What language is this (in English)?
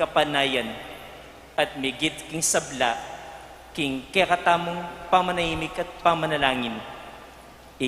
Pampanga